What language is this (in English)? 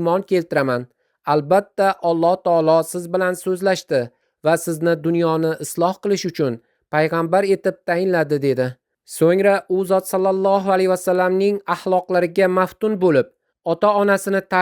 Uzbek